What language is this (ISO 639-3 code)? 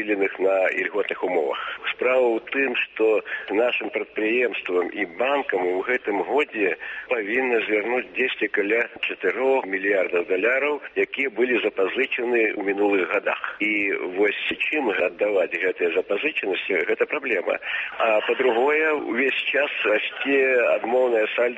bel